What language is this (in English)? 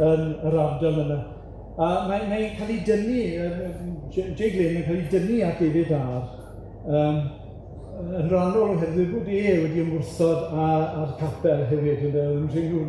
Welsh